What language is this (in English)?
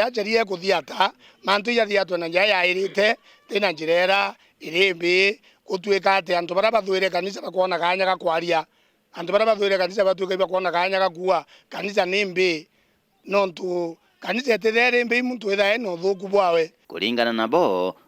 Meru